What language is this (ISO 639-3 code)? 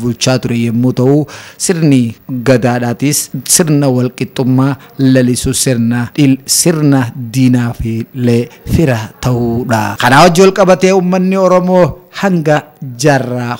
orm